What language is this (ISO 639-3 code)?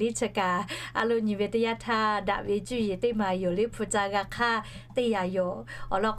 lhu